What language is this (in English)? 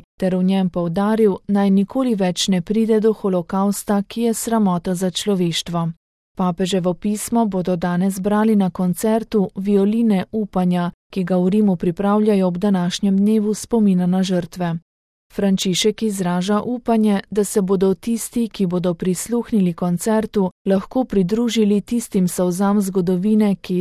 Slovenian